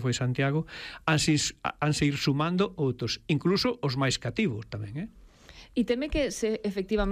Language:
Galician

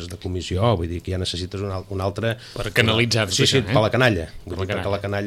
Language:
Catalan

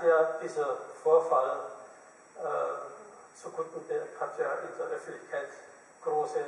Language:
German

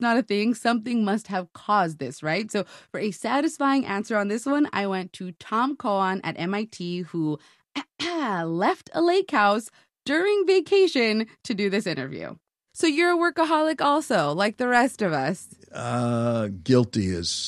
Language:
English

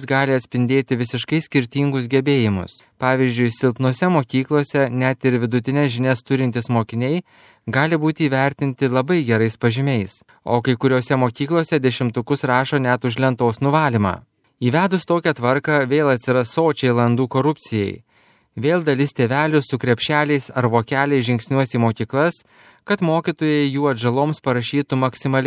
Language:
Lithuanian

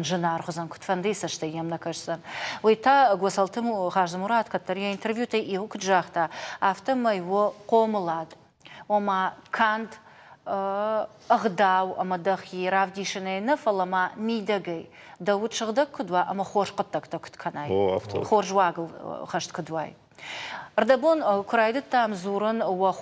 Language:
Ossetic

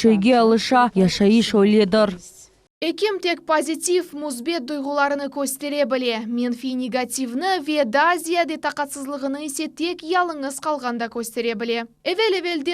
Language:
Crimean Tatar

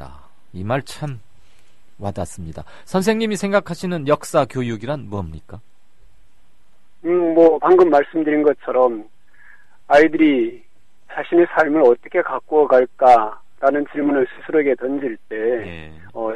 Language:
Korean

